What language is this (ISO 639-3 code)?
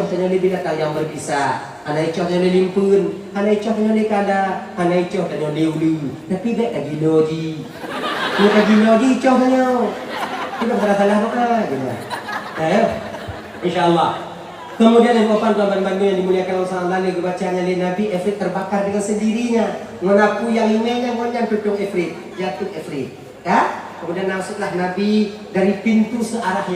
ace